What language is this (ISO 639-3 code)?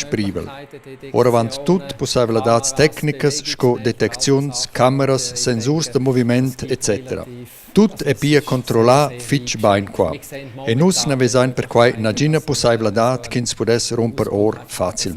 roh